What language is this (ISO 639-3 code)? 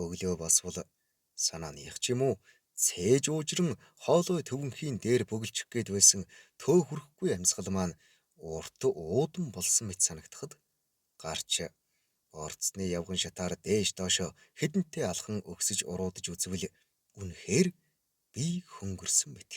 mon